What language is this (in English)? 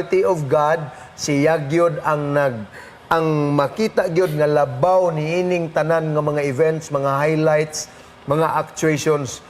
Cebuano